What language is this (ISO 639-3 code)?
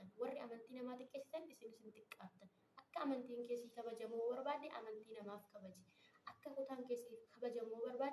orm